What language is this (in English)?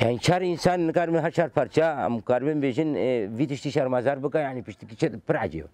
Kurdish